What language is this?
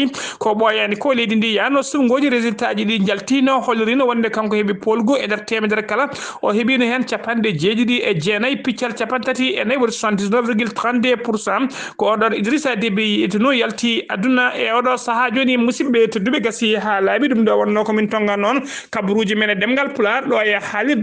Fula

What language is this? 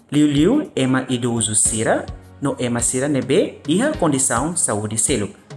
Tetum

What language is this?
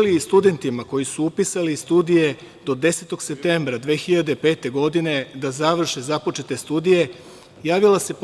Serbian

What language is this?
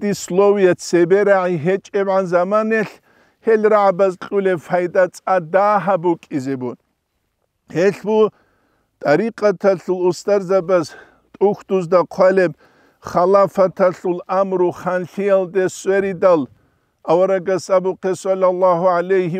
Avaric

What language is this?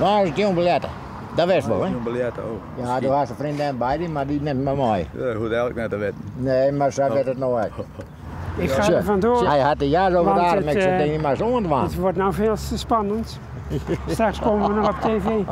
Western Frisian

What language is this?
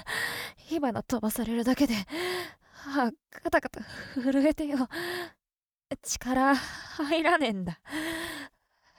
Japanese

